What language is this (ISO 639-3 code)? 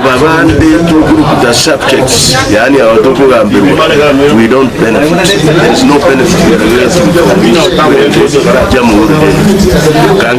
guz